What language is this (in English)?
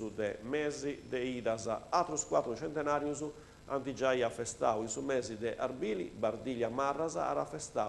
Sardinian